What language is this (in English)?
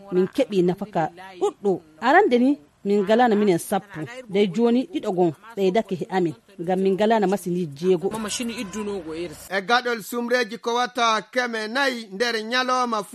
Nigerian Fulfulde